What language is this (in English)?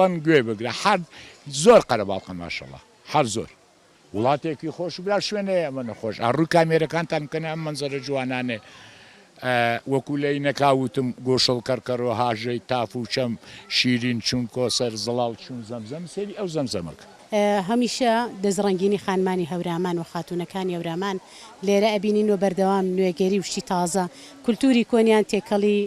Central Kurdish